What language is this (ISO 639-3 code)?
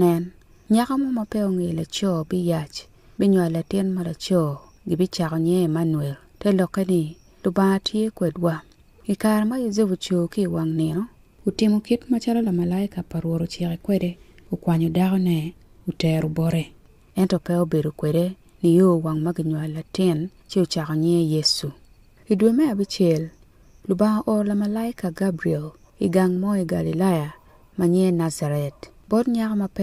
ach